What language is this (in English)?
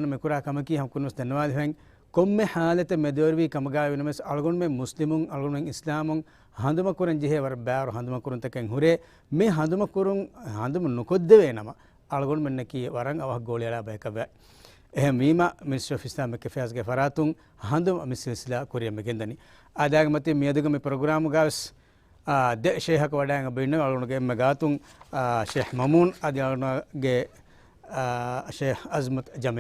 Divehi